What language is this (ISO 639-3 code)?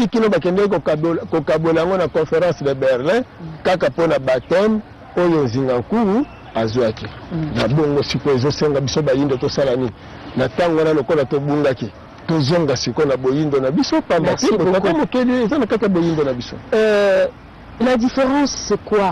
lin